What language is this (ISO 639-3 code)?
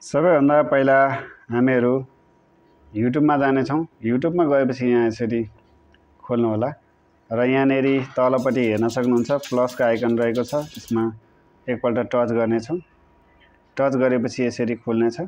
nep